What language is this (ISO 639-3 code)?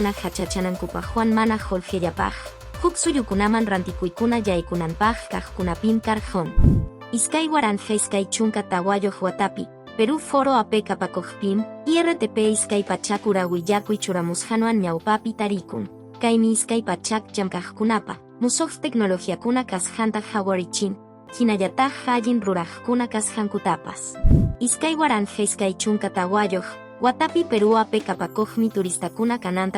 que